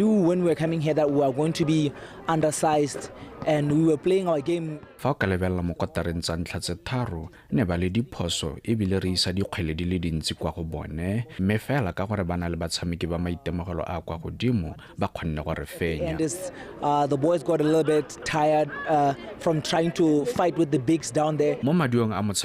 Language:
Tswana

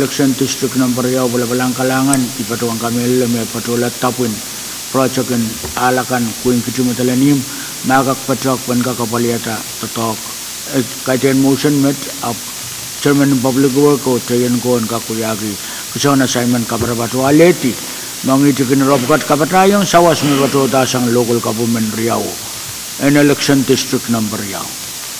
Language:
Pohnpeian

